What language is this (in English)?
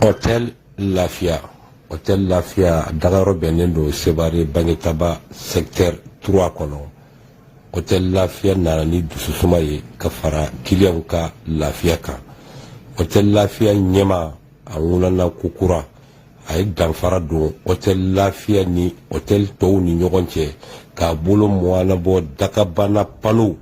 Bambara